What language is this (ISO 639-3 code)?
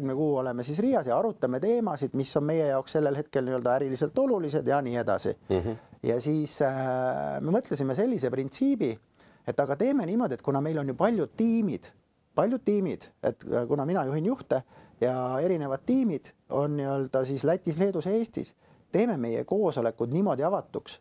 est